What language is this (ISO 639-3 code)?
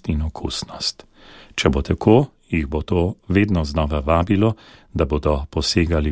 slv